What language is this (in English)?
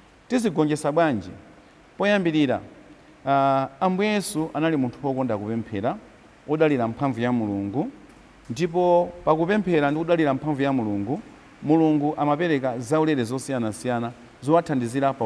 Nyanja